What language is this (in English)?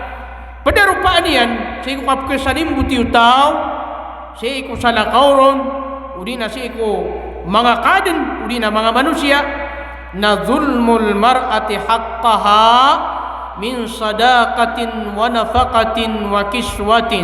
Maranao